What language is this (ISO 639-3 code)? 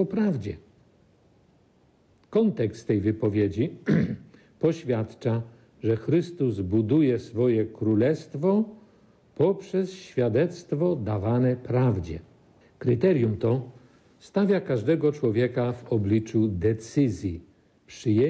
pol